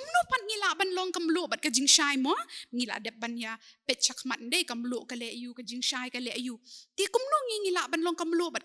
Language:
Khasi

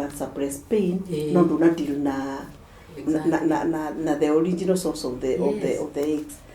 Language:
Kikuyu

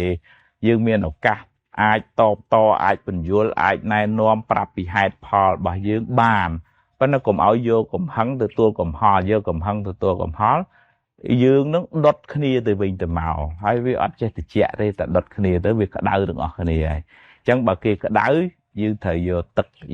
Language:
Khmer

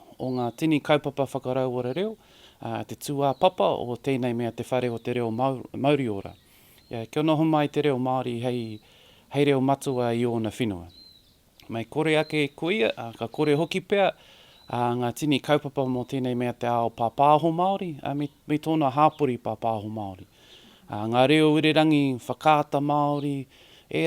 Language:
Māori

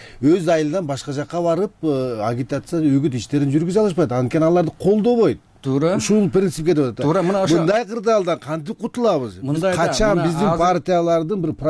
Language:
Kyrgyz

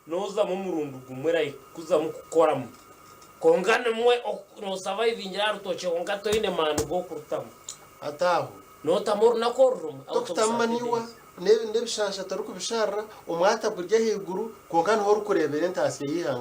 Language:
Nyankole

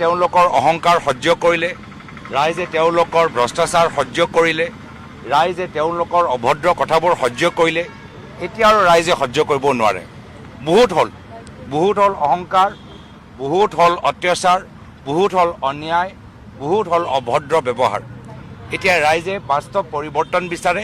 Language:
Assamese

